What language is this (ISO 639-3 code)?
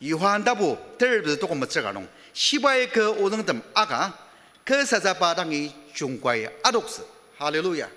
njo